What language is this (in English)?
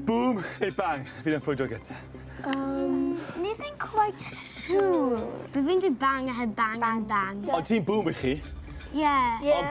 Welsh